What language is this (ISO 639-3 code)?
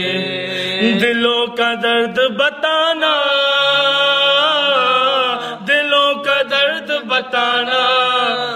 urd